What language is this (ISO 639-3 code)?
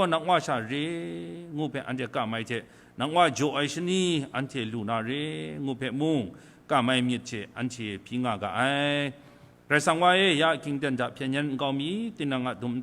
kac